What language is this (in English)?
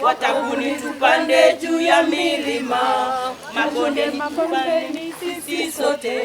Gusii